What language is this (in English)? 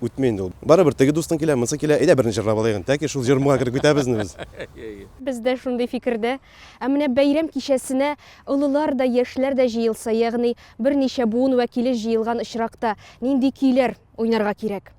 Tatar